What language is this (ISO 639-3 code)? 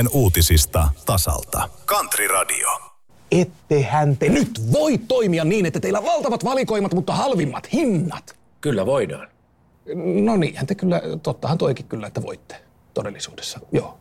fin